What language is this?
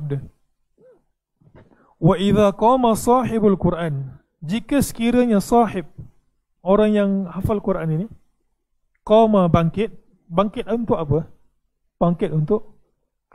Malay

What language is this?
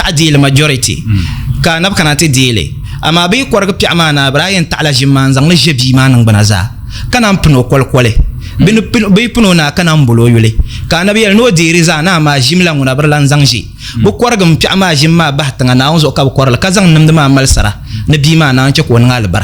Dagbani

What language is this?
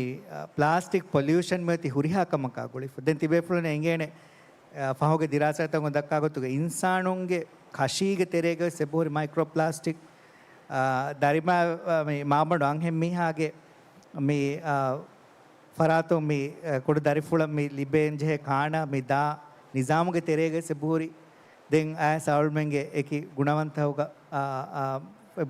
Divehi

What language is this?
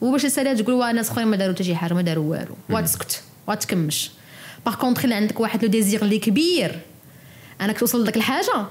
Moroccan Arabic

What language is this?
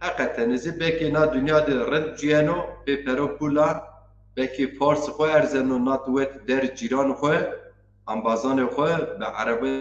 Zaza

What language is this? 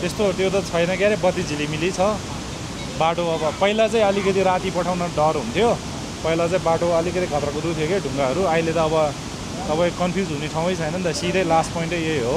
Nepali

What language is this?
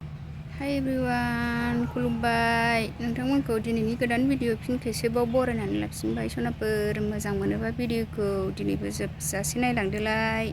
Bodo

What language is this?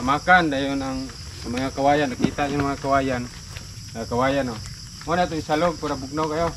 Cebuano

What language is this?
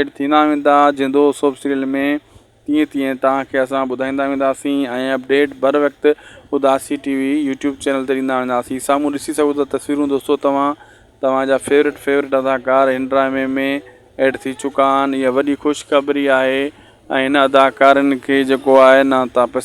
Sindhi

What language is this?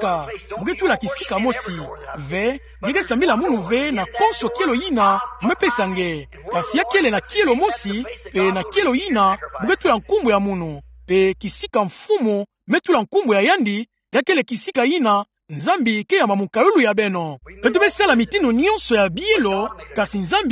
Kituba (Democratic Republic of Congo)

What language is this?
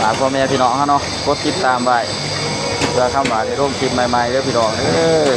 Northeastern Thai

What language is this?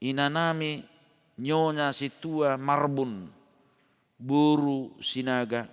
Batak Toba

